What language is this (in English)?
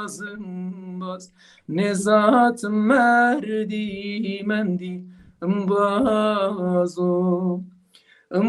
Zaza